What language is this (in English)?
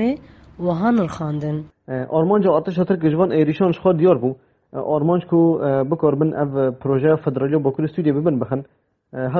Kurdish